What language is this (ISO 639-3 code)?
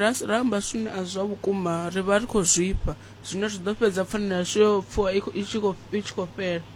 ven